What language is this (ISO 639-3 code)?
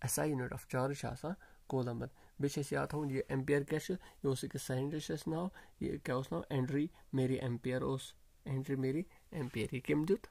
kas